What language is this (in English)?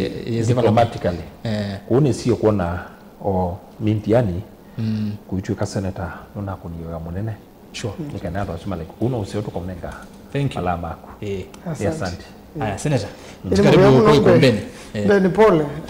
Kamba